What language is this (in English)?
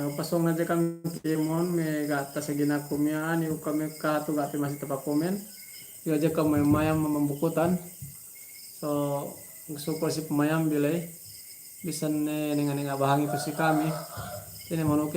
Yakan